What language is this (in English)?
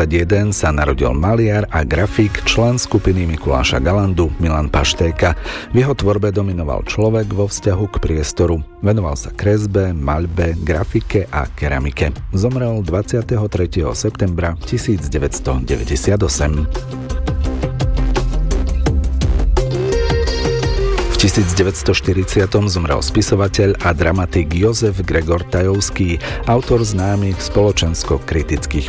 Slovak